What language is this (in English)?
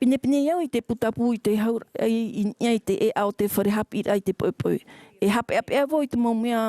Tahitian